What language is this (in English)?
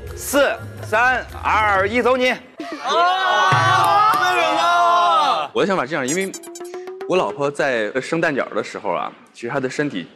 Chinese